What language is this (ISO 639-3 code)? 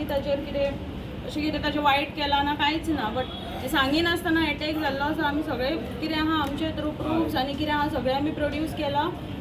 kok